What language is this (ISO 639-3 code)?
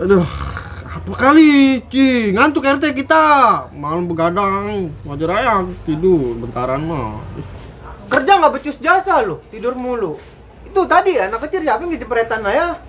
bew